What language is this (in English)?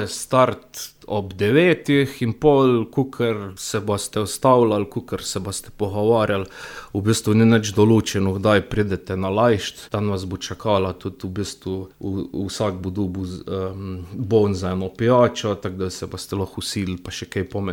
Slovenian